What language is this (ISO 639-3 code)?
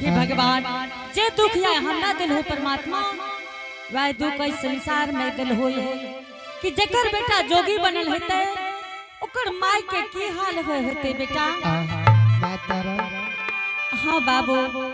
anp